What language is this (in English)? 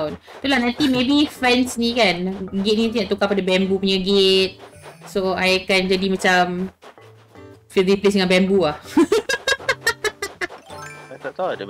Malay